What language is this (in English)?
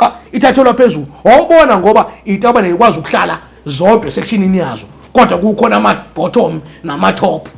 Zulu